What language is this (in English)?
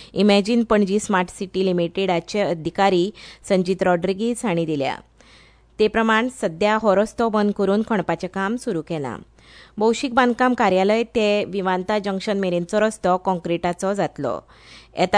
Konkani